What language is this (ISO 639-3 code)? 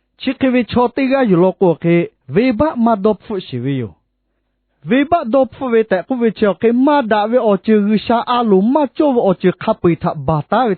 lhu